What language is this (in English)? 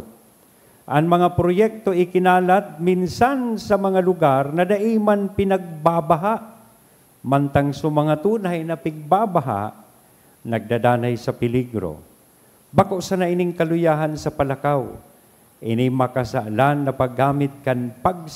Bikol